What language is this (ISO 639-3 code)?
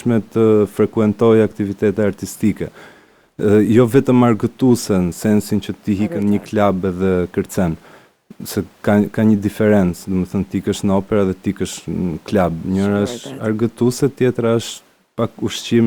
sqi